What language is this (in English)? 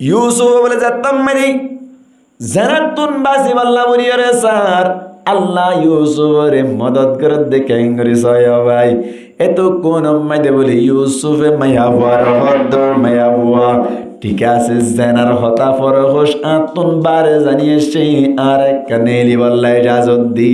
Rohingya